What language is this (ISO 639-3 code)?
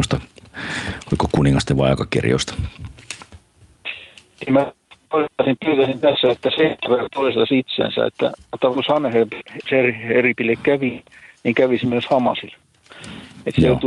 fin